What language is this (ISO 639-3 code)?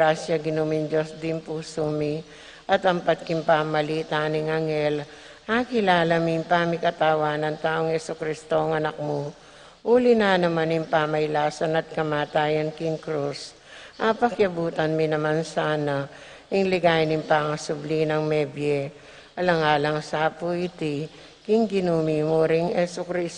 pam